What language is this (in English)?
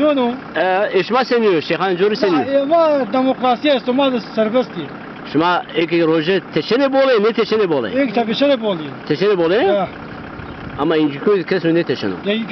Zaza